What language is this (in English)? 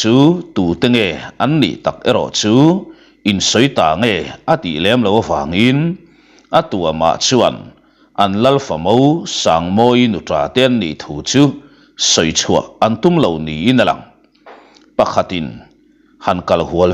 Mizo